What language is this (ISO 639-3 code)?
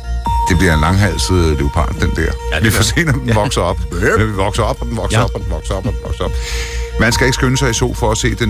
dan